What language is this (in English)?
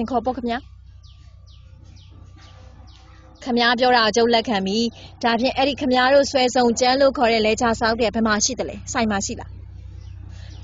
Burmese